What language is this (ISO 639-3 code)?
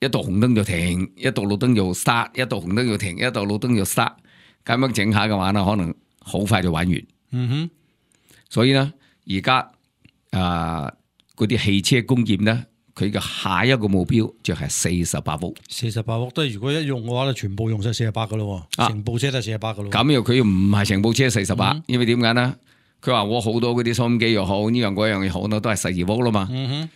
yue